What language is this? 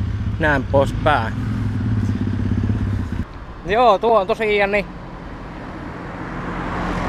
Finnish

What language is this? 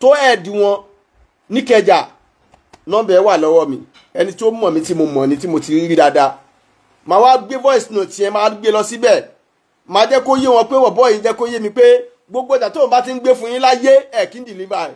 Yoruba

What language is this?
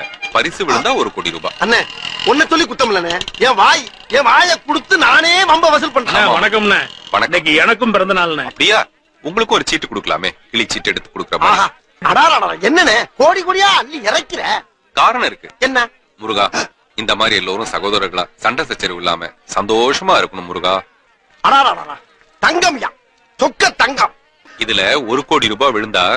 Tamil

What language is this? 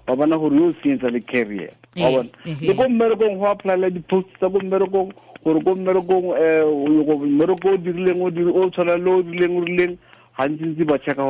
Tswana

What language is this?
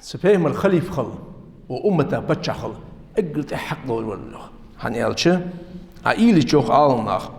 Ingush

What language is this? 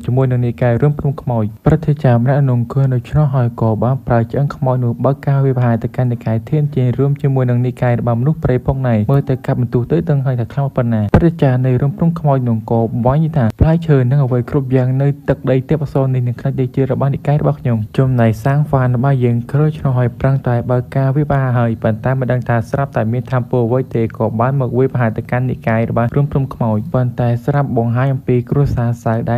Khmer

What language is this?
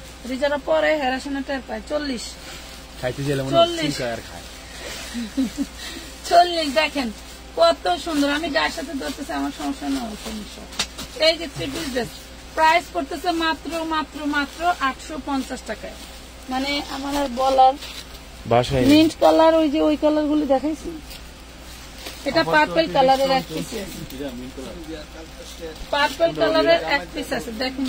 Bangla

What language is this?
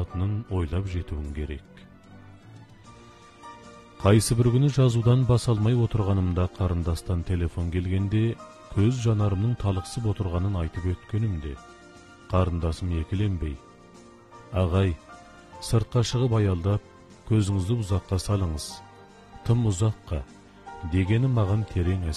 Kazakh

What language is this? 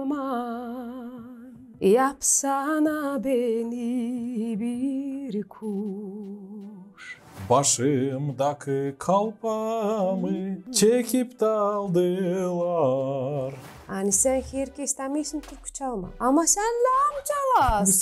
Gagauz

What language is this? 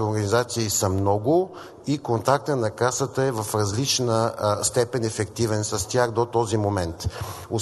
Bulgarian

